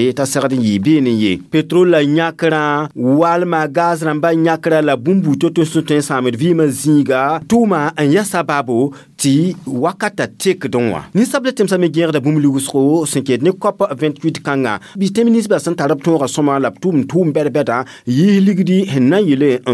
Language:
Mossi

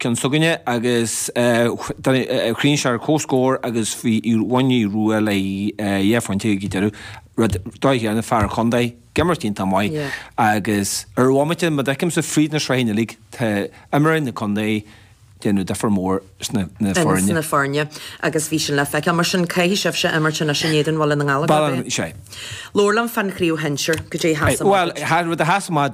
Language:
Irish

